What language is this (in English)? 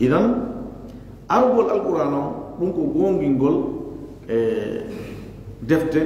Fula